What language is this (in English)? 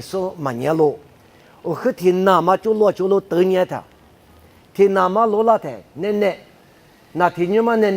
Lisu